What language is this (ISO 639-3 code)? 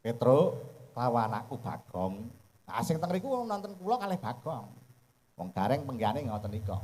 jav